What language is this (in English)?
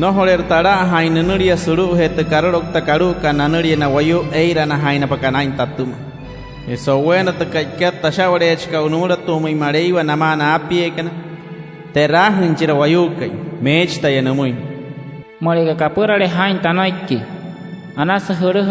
Wayuu